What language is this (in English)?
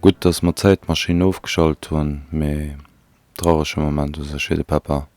Luxembourgish